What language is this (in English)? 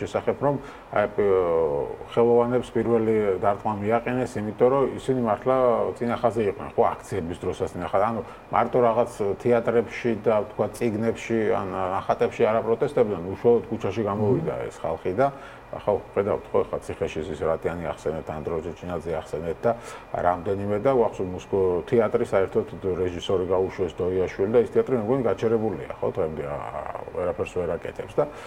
Georgian